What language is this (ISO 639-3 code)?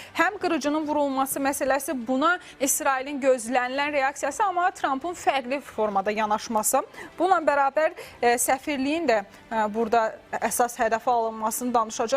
aze